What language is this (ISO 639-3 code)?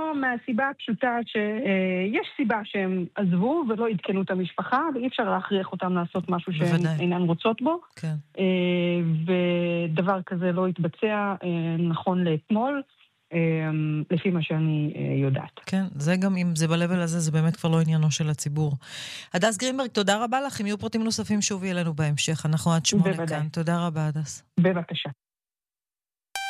heb